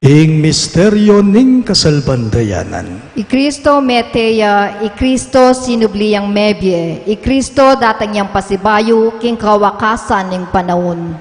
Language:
Pampanga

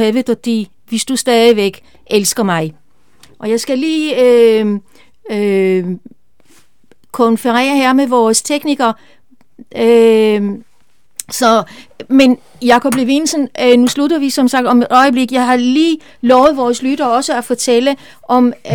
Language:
Danish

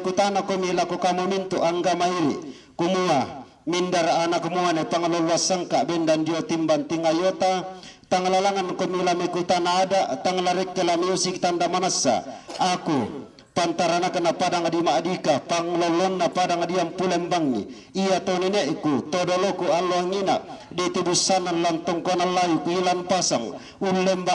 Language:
Toraja-Sa'dan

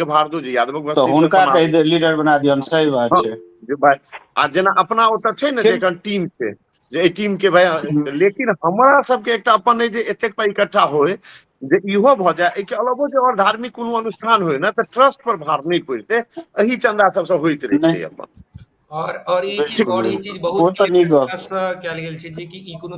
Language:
Maithili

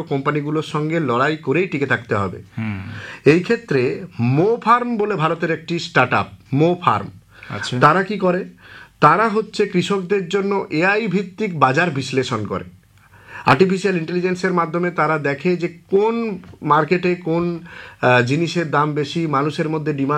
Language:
Bangla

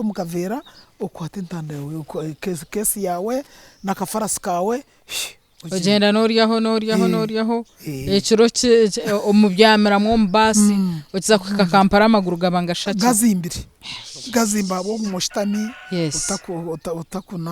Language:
Nyankole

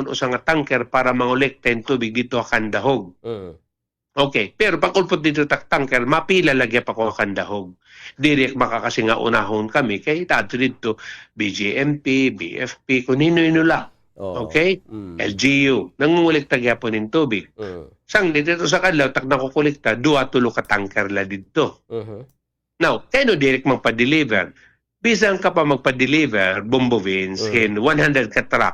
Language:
Waray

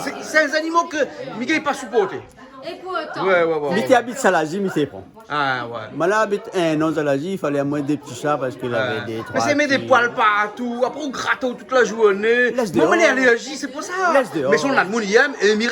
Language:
Réunion Creole French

